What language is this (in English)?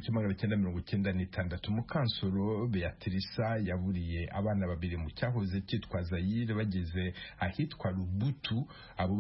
Kinyarwanda